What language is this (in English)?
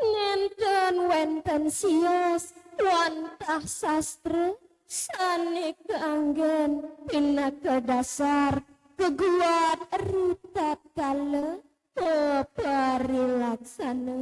Balinese